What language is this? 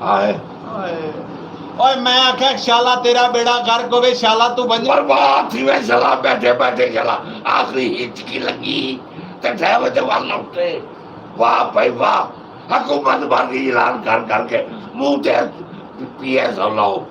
Saraiki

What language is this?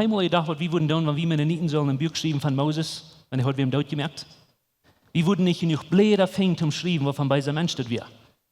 Plautdietsch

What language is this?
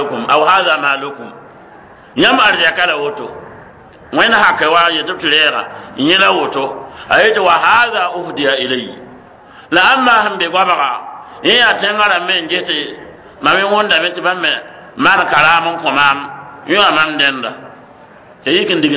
Mossi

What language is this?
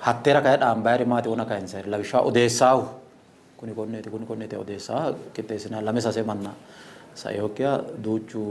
Sidamo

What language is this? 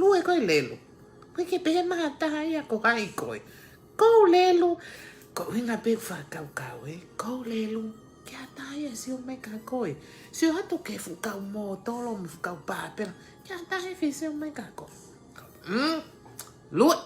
Tongan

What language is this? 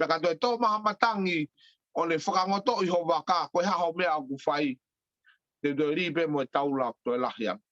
Tongan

